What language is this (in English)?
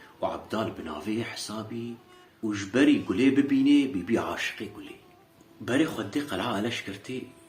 Kurdish